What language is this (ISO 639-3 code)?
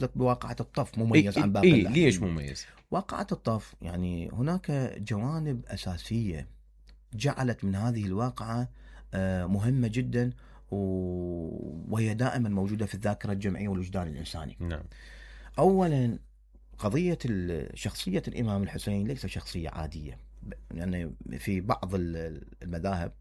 acm